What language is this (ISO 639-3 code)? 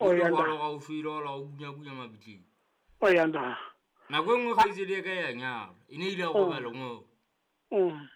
sot